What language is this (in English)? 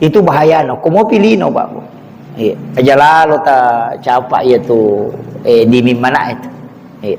Buginese